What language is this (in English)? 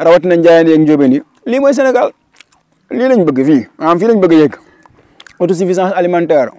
Wolof